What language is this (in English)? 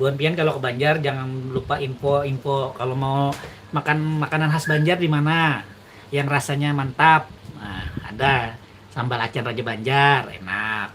Banjar